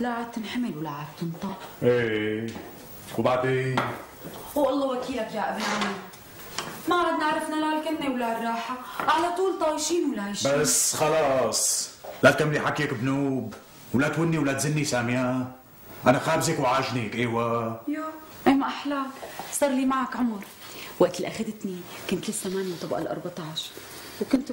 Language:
North Levantine Arabic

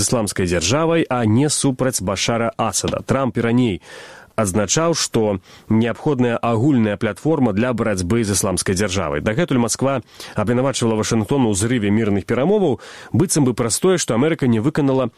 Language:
Belarusian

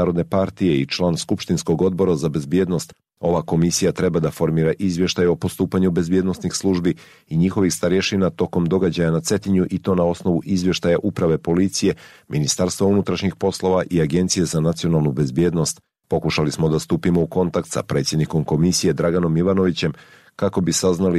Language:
Serbian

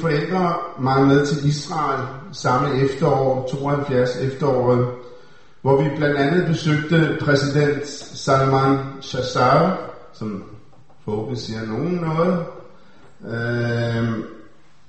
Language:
Danish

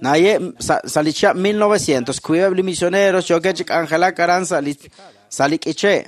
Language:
Kekchí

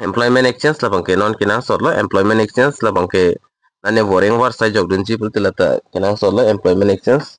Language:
Karbi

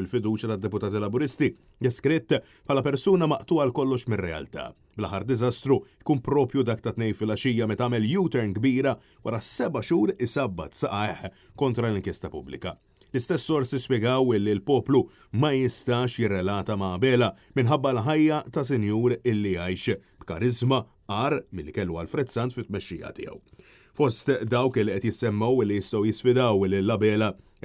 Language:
Maltese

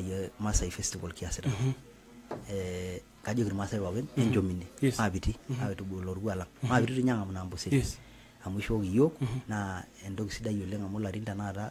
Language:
Masai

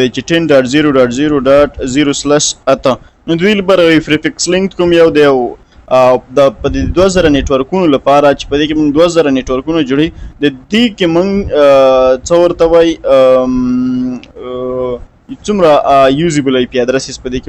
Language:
Pashto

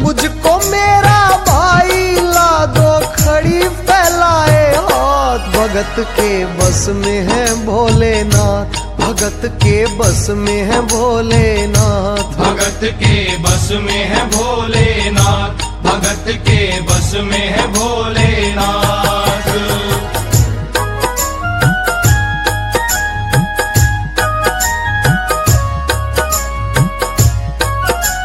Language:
Haryanvi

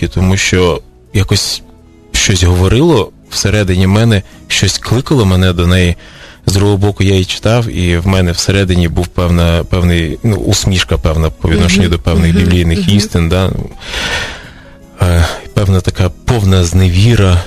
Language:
Ukrainian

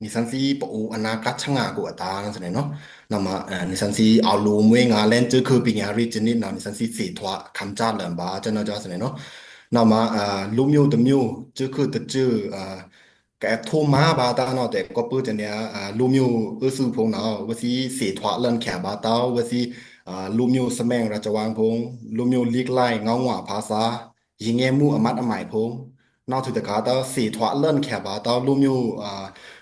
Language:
Pa'o Karen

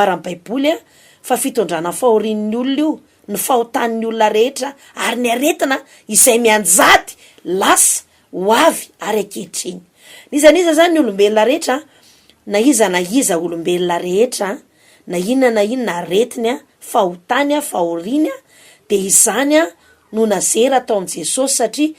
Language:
Malagasy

